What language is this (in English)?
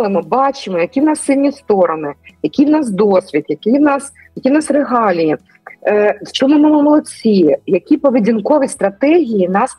Ukrainian